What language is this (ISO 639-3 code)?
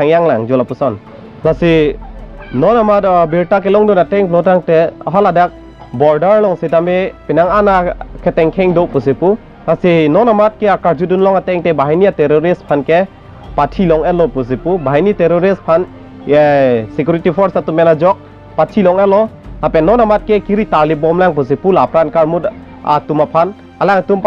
mjw